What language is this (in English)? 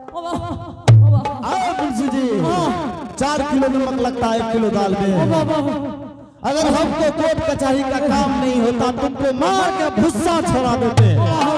Angika